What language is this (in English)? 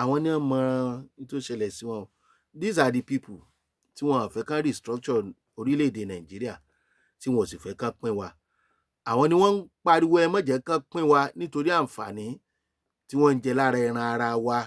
Yoruba